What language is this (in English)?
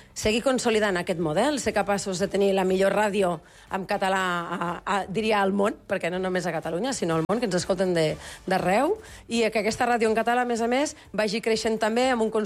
Catalan